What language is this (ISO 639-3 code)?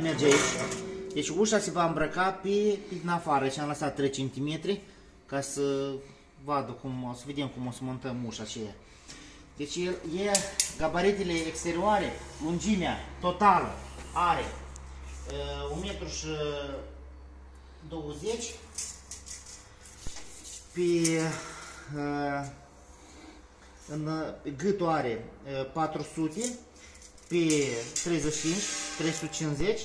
ron